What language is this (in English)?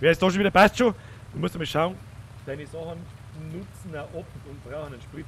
Bavarian